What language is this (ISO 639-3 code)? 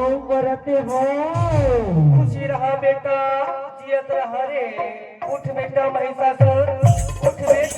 hne